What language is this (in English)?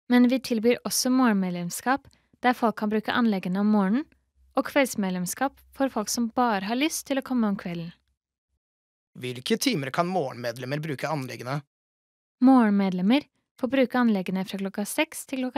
Norwegian